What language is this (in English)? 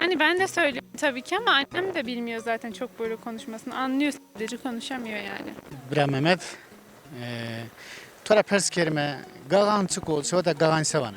Zaza